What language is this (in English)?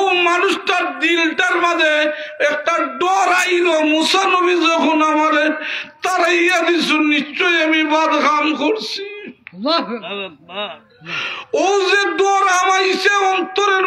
Sylheti